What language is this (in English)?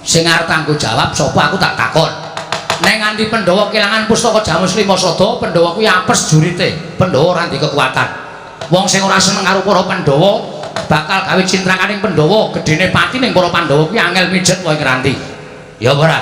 Javanese